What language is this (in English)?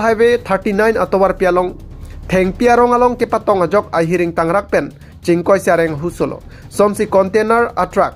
Karbi